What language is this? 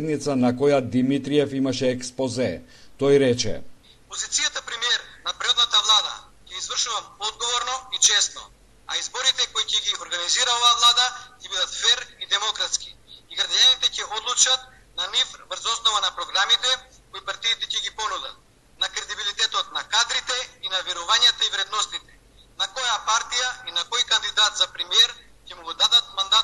Macedonian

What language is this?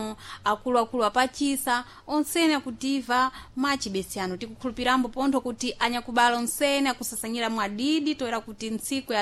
Sena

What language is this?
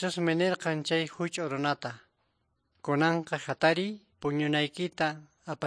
Quechua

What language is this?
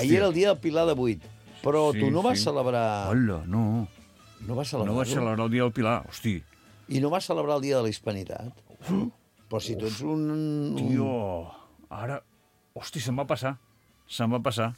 Catalan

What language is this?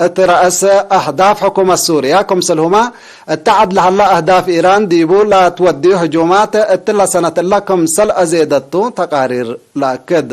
Tigre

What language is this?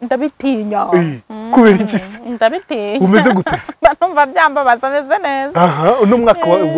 Kinyarwanda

